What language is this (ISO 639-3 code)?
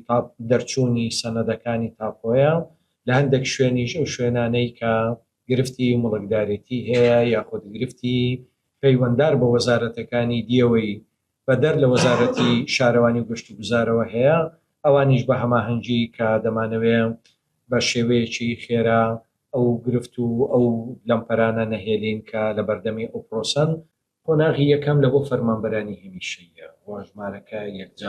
ckb